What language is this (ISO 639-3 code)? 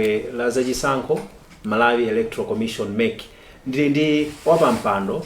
nya